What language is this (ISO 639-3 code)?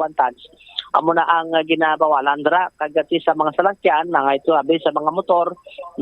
hil